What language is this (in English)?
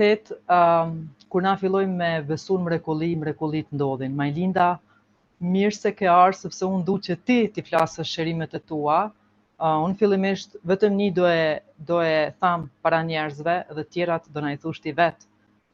Albanian